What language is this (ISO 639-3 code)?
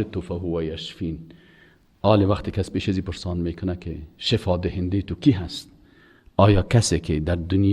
fas